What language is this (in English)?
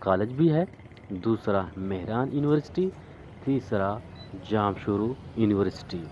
Eastern Balochi